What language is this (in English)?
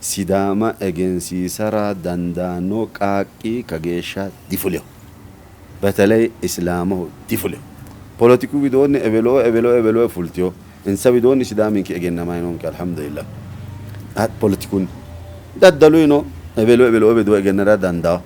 Sidamo